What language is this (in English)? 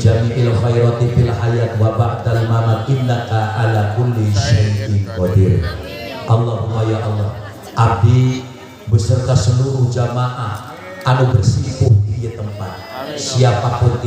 Sundanese